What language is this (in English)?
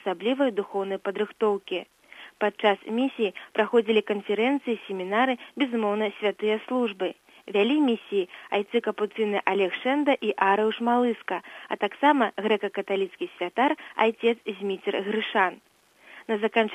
Belarusian